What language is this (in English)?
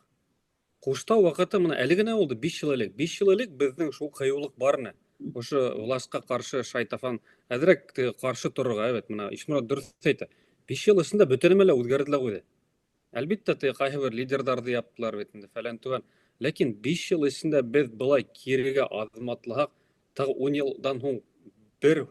Bashkir